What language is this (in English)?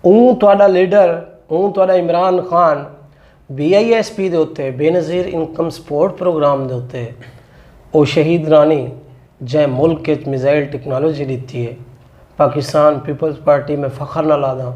Saraiki